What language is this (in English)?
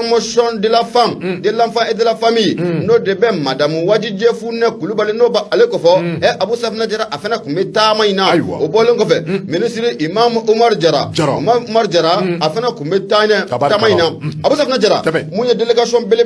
Bambara